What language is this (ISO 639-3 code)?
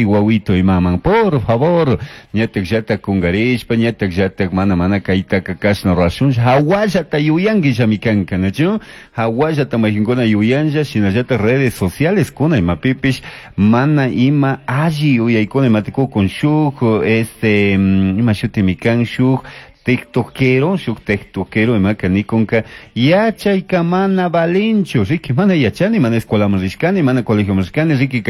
qug